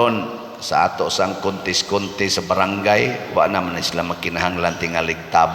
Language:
Cebuano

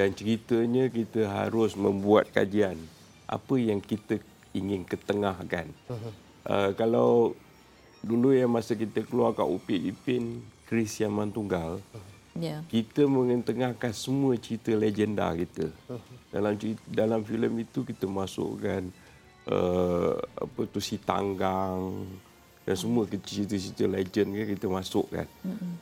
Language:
Malay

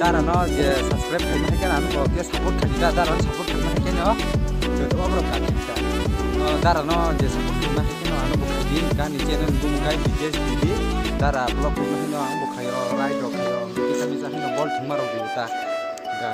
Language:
Kok Borok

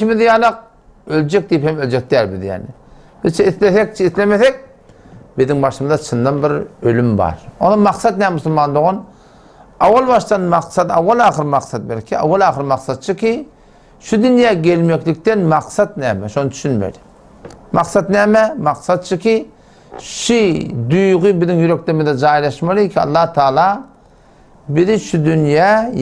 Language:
Turkmen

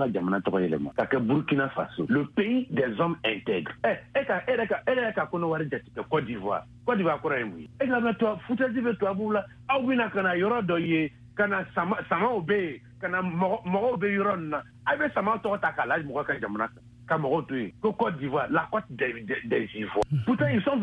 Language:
Bambara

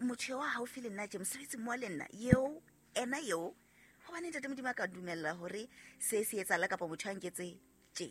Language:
Southern Sotho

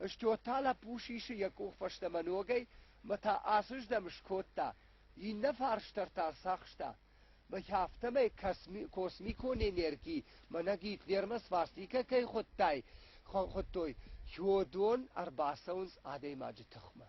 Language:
Ossetic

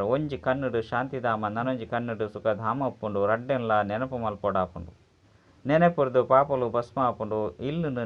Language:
Tulu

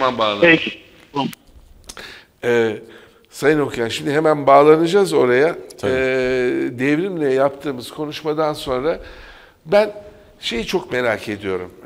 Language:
Turkish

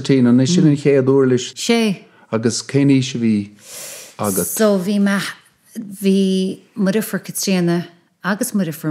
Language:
Irish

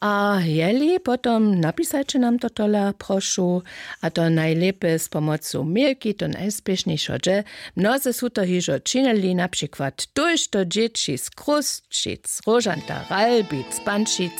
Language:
Upper Sorbian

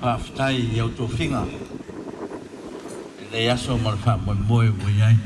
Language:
Samoan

